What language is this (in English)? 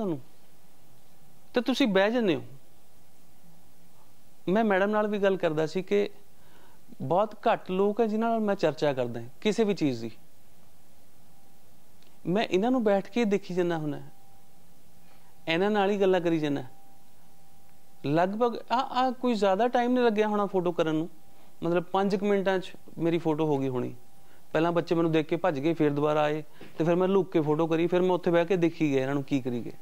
Punjabi